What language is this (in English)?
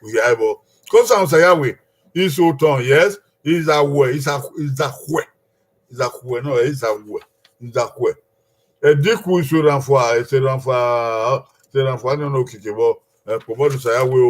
Bini